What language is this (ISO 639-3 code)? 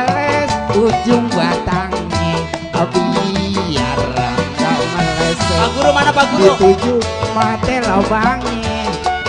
bew